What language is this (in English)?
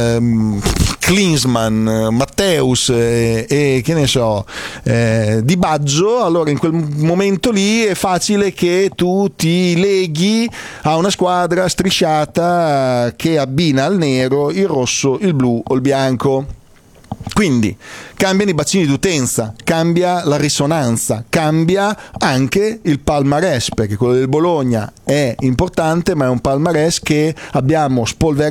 Italian